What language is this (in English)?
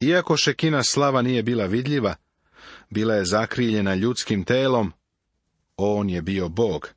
Serbian